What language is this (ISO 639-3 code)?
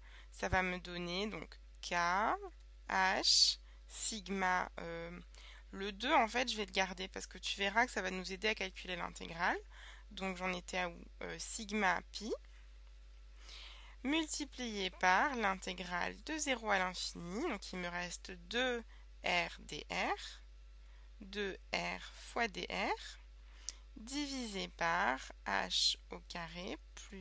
fra